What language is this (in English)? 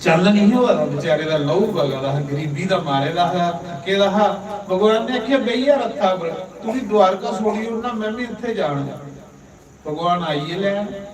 Dogri